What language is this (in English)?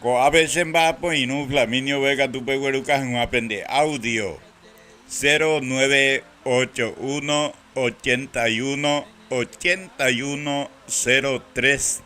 Guarani